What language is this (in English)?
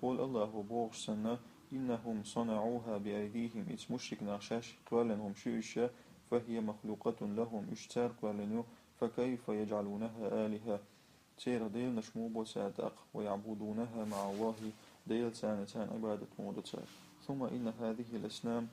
Chechen